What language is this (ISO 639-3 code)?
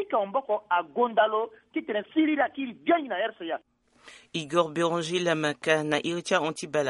sag